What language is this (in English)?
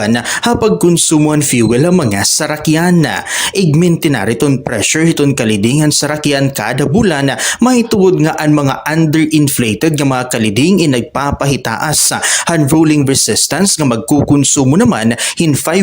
Waray